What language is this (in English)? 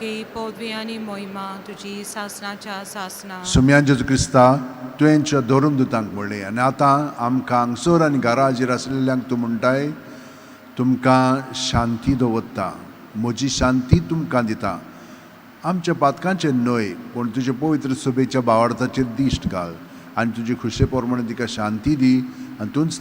Konkani